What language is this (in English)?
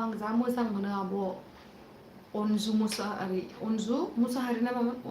Bodo